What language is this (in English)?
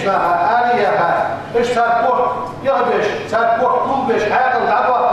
Ingush